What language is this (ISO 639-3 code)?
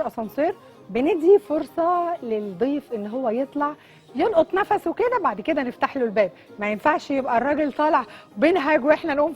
arz